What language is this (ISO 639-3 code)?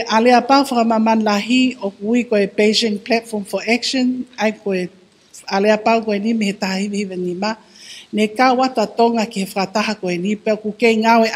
ton